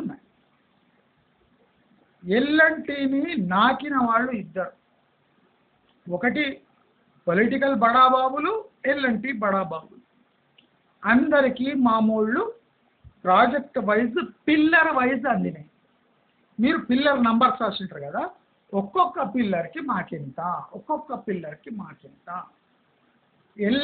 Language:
Telugu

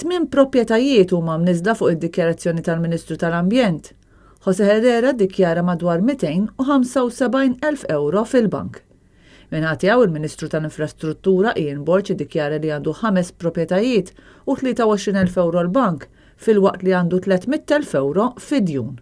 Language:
Maltese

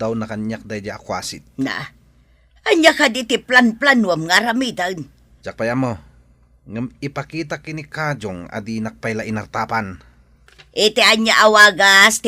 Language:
Iloko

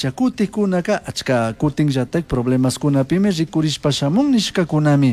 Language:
Chimborazo Highland Quichua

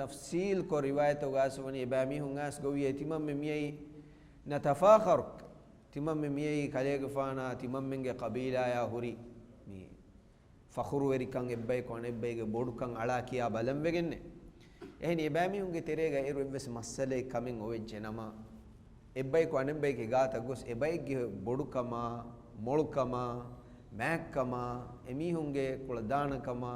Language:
Divehi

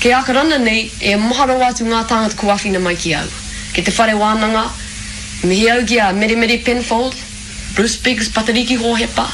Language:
Māori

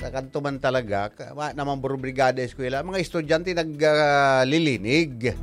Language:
Bikol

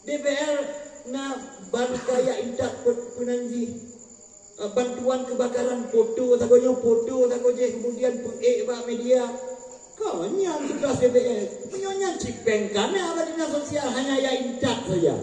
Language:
Achinese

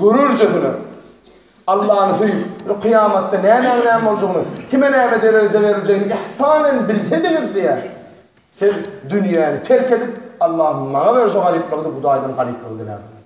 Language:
Turkmen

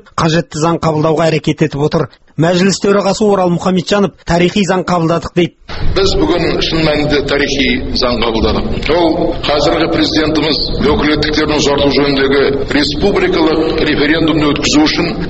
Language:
Kazakh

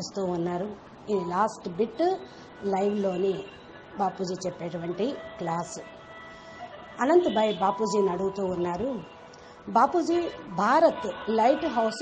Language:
Telugu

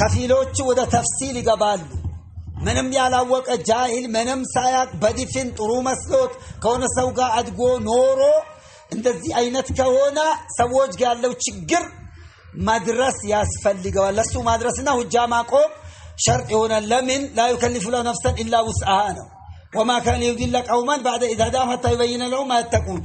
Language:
Amharic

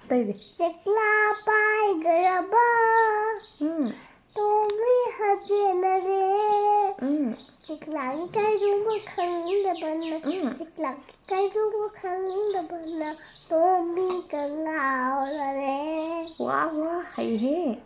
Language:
Manipuri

